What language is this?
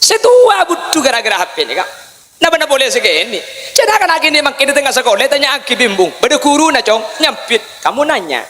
Madurese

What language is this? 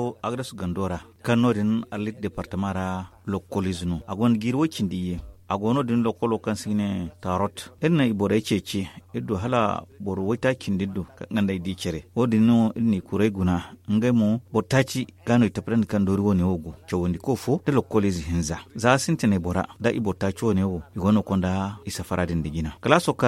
Zarma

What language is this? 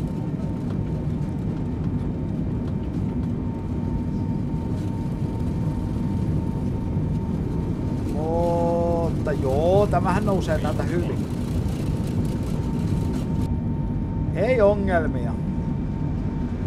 Finnish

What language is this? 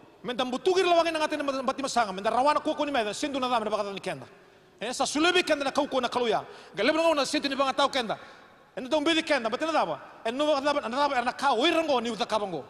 Fijian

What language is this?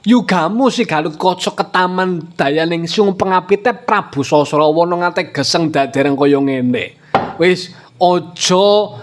Javanese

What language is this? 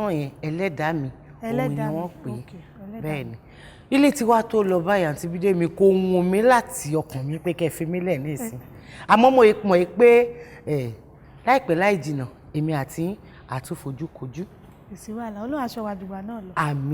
Yoruba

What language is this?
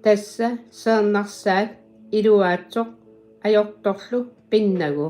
Kalaallisut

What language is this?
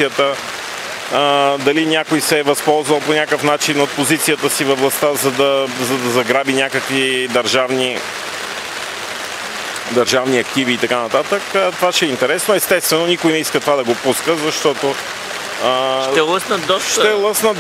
Bulgarian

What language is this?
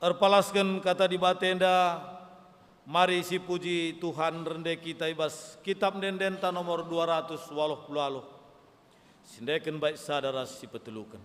Batak Karo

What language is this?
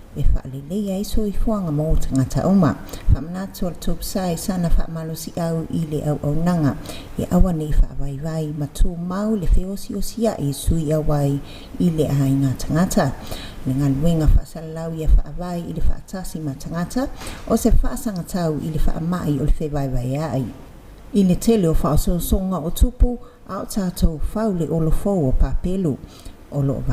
Samoan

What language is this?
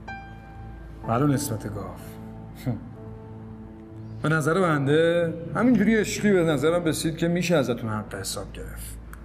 Persian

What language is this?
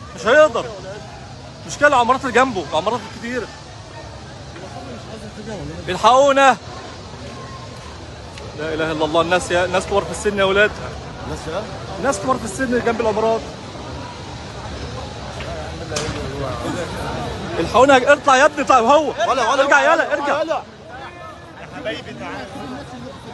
Egyptian Arabic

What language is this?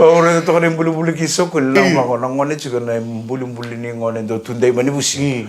Fijian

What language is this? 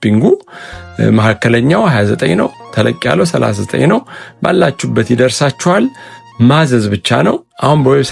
Amharic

